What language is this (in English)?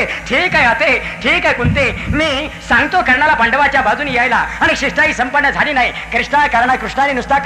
Marathi